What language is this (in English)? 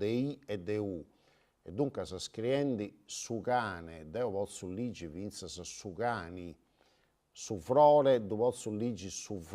Sardinian